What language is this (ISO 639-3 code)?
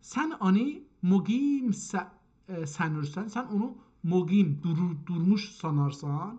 azb